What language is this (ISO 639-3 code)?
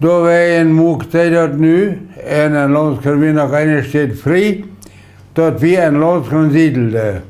pdt